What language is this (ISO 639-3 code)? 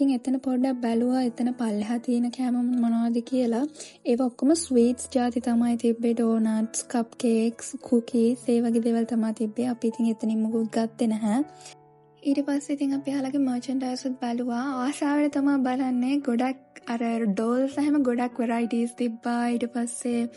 sin